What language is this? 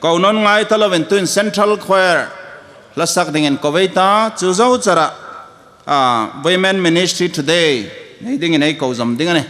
Hmar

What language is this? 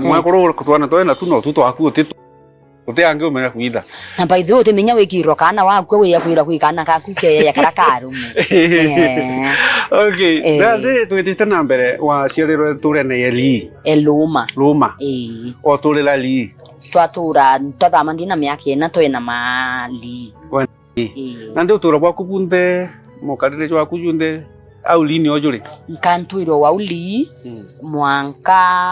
Meru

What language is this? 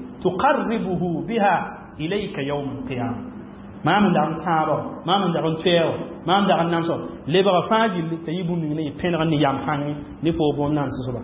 Mossi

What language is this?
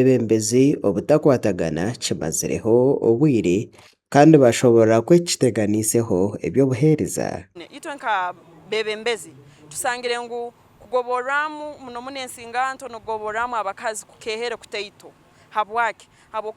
Nyankole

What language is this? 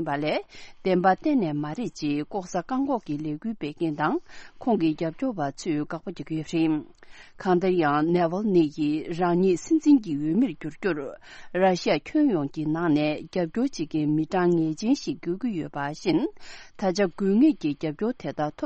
Tibetan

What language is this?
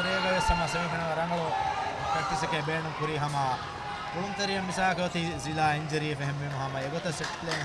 Divehi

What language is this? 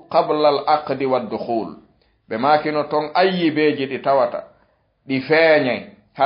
Fula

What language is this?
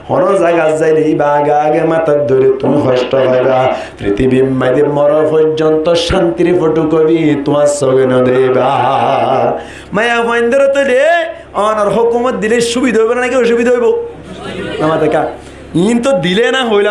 Rohingya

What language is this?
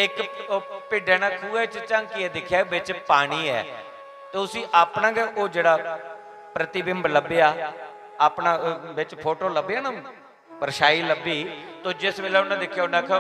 Dogri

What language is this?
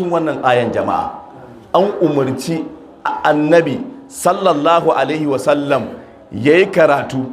Hausa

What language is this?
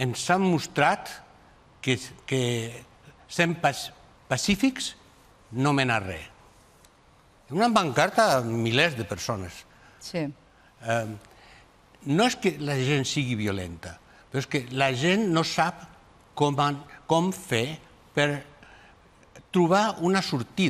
Catalan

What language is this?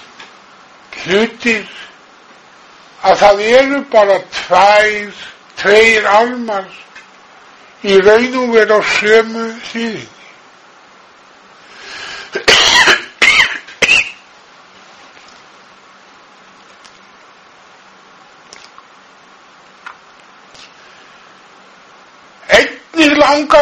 Icelandic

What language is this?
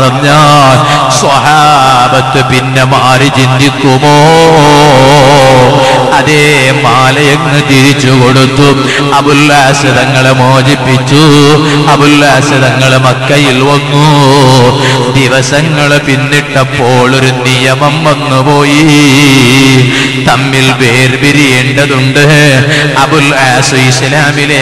Malayalam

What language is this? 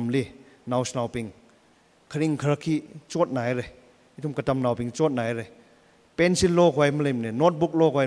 Tangkhul Naga (India)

